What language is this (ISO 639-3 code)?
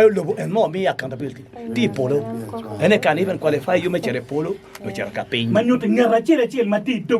ach